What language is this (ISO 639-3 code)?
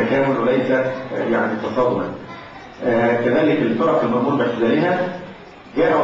ara